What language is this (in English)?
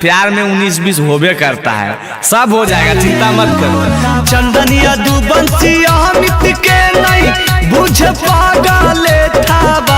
Magahi